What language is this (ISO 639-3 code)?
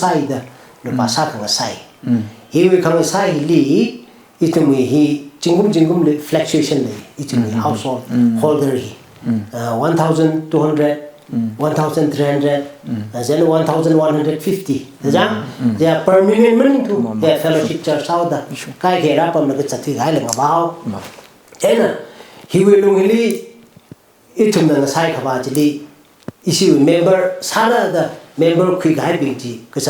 nmf